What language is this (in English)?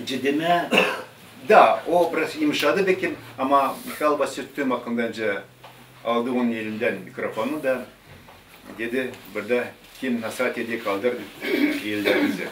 Gagauz